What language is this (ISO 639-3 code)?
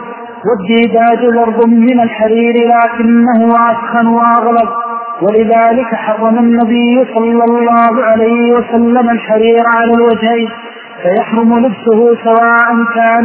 ara